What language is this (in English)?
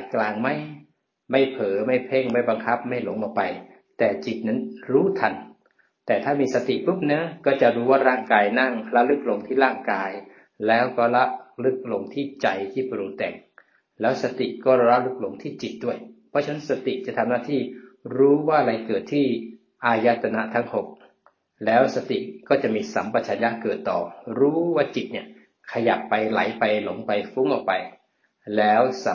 Thai